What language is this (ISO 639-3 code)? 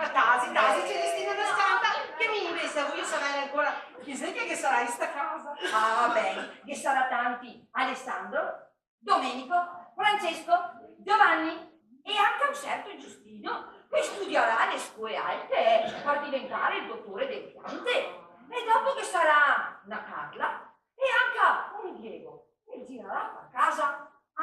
vec